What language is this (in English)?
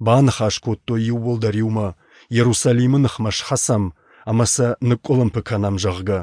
Ossetic